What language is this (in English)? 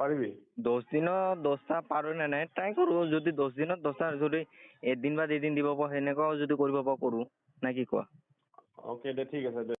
Assamese